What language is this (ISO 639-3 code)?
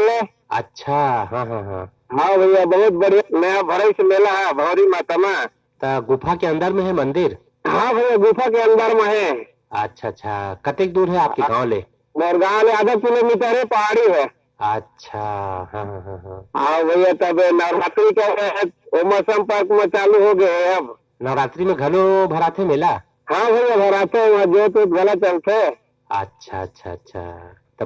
hne